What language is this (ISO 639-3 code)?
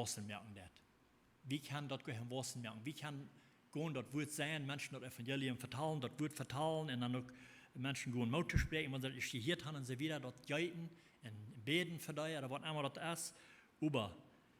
pdt